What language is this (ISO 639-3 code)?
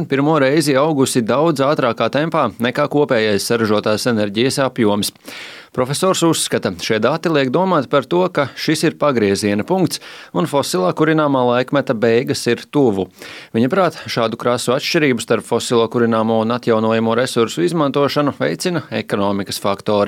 lav